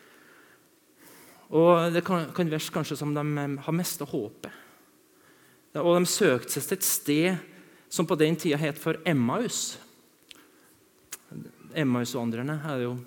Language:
Norwegian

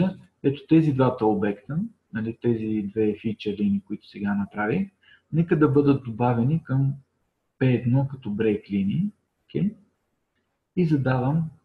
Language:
Bulgarian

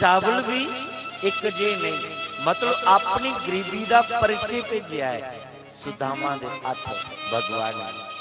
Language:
Dogri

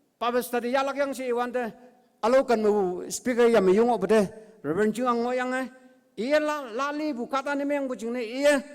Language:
Konyak Naga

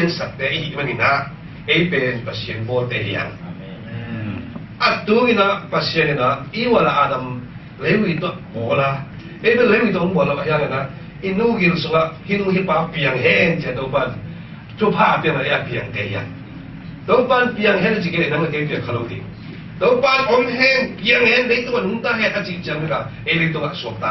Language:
Tedim Chin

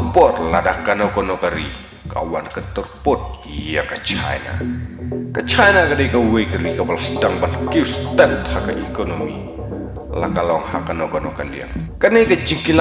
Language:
Khasi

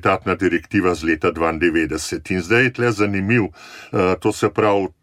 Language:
Slovenian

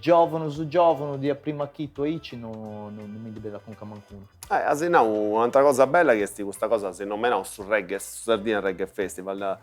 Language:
Sardinian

